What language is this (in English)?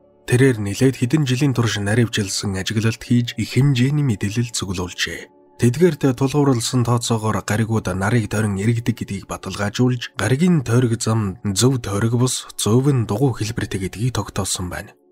Mongolian